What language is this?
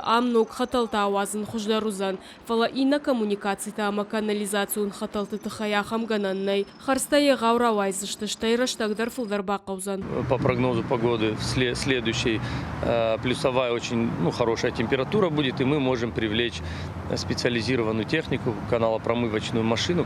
Ossetic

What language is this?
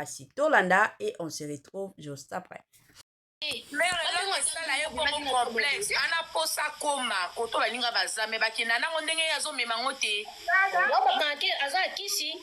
Lingala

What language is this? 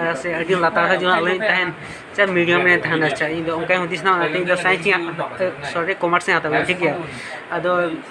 Santali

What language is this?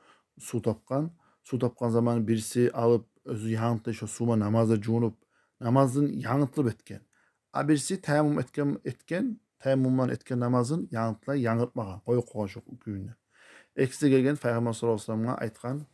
Kumyk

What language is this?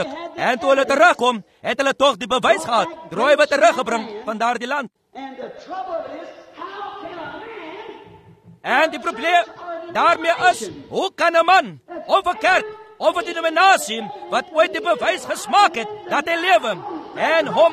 Afrikaans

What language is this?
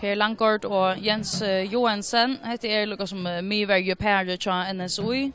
Faroese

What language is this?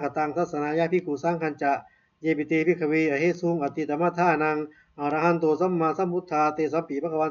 Pali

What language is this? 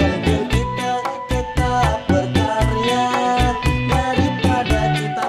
Betawi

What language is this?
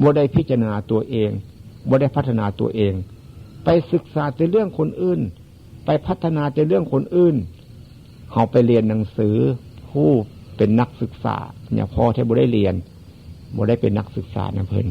Northeastern Thai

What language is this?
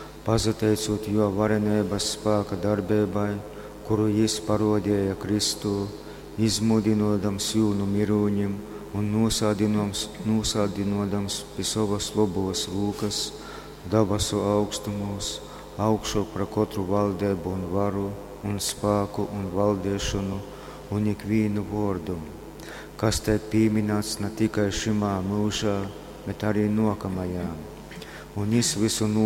Latgalian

